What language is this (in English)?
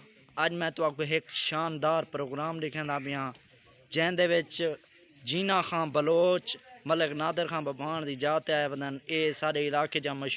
Saraiki